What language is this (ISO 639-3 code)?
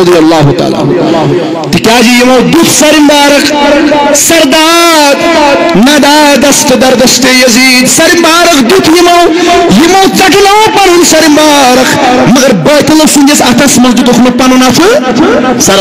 kas